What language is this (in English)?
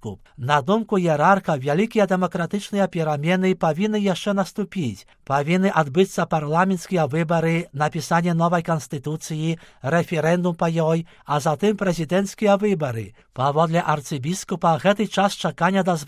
Belarusian